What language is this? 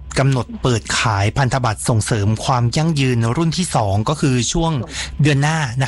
Thai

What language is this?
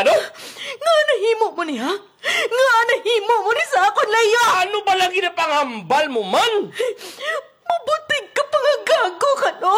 Hiligaynon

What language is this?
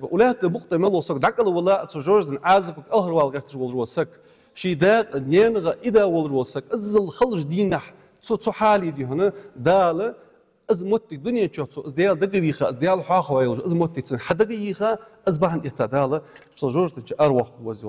Ingush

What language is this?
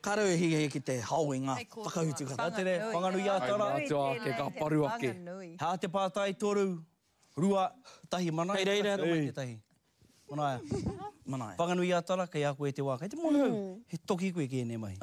Māori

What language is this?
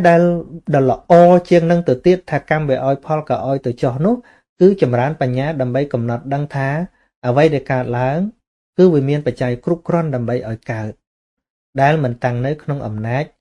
Khmer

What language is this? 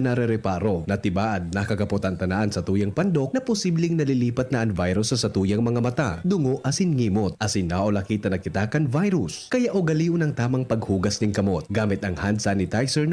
Bikol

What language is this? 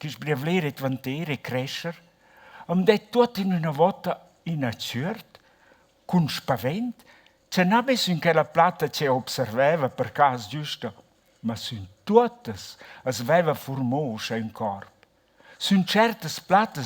Romansh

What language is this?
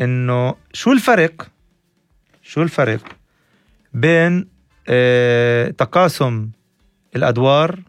North Levantine Arabic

